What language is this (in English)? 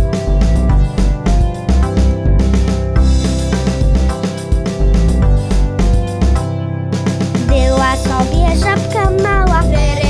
Polish